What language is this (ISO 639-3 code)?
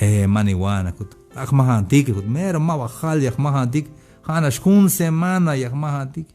tzh